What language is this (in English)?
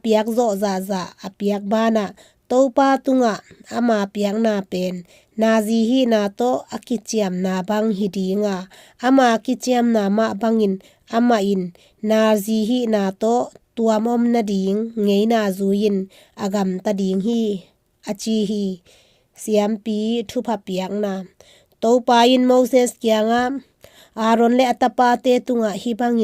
Tedim Chin